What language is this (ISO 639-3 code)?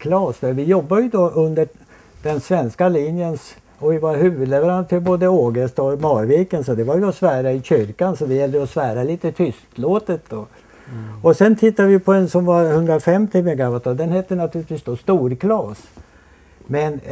swe